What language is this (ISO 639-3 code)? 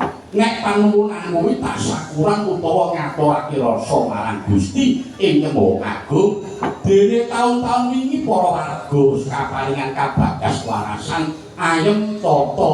jav